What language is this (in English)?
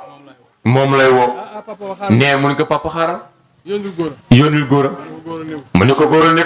Wolof